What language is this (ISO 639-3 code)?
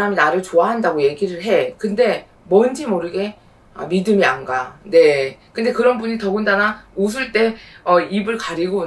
kor